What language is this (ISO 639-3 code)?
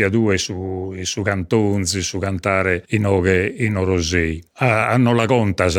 srd